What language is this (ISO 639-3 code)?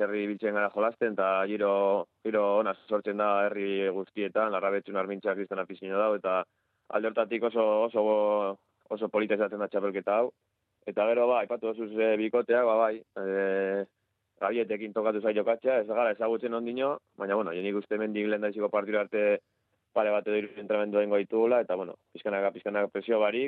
eus